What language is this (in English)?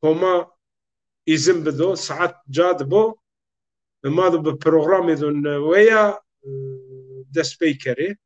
Zaza